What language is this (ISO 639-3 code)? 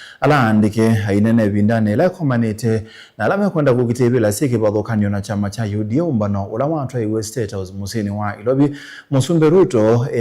kam